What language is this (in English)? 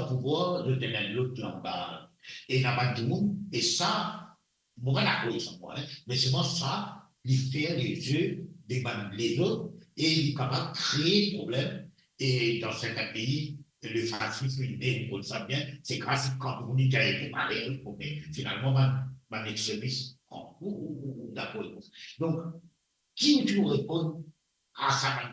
Morisyen